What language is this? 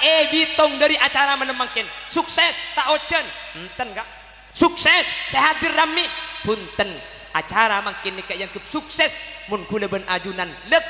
Madurese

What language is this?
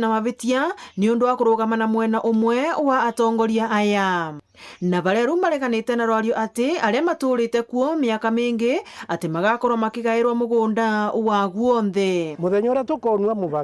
Kikuyu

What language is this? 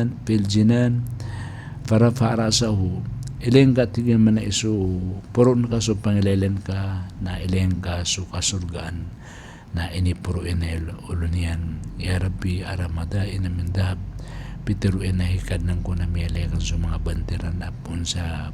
Maranao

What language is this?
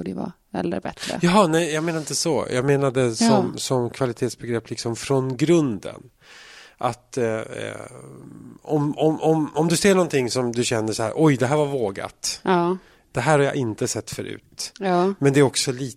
Swedish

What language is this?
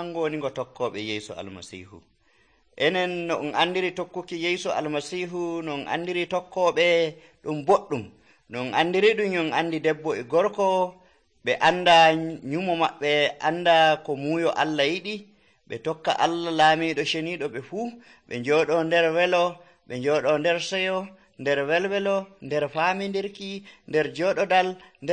Nigerian Fulfulde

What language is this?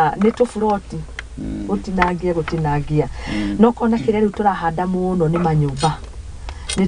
Kikuyu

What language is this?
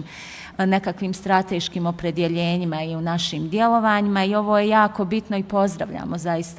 Bosnian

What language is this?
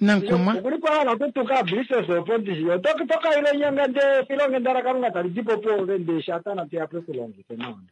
Kuanyama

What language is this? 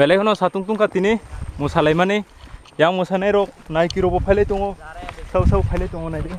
Kok Borok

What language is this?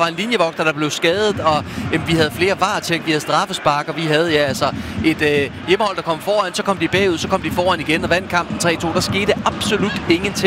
Danish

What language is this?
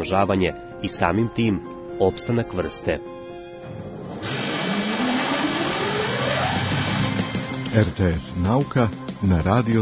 Serbian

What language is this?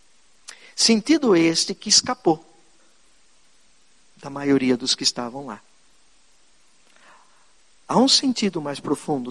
Portuguese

